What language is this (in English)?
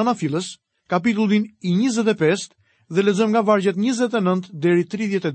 Albanian